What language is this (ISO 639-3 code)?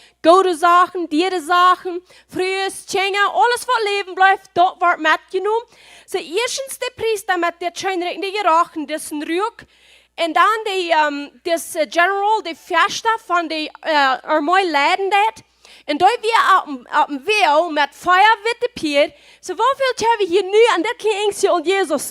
pdt